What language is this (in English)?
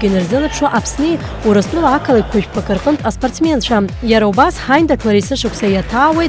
Abkhazian